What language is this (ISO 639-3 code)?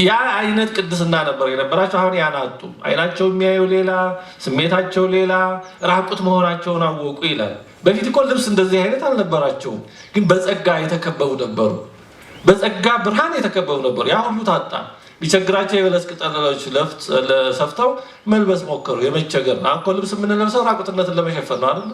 amh